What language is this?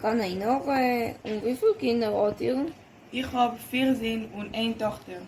Yiddish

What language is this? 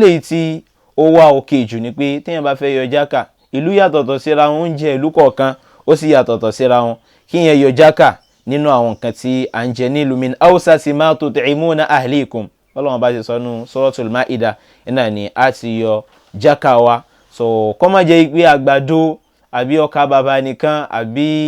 Yoruba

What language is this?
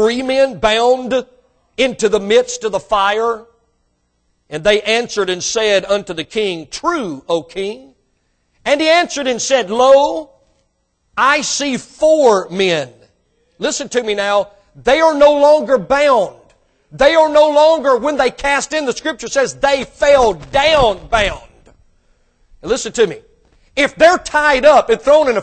English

